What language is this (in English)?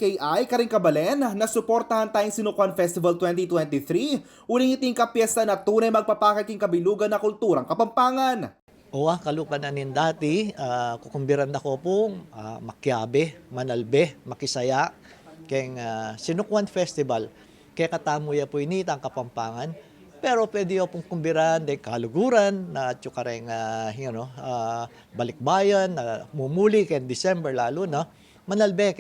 Pampanga